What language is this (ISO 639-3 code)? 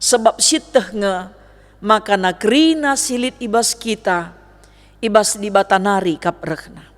btx